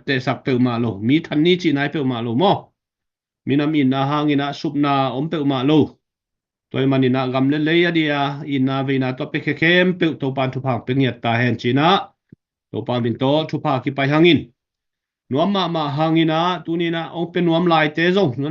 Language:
Tedim Chin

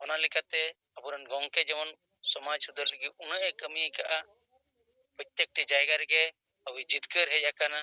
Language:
Santali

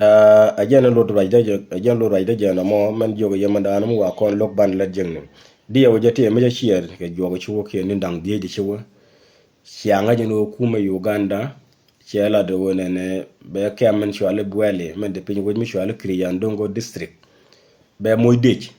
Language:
Nuer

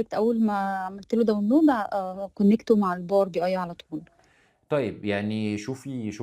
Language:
Egyptian Arabic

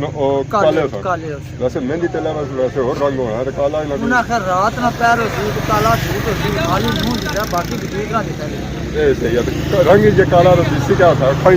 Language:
Pahari-Potwari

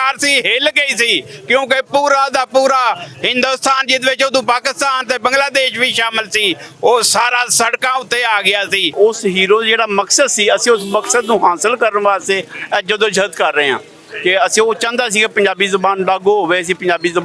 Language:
Western Panjabi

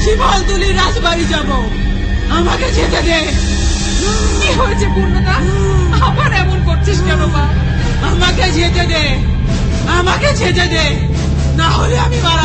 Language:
Bangla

